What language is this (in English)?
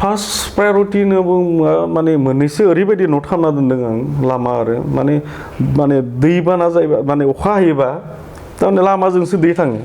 Bodo